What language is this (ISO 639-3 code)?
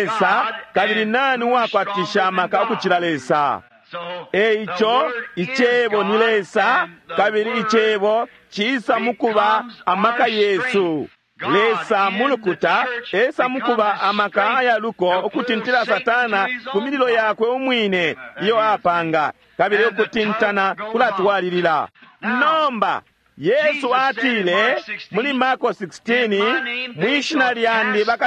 bem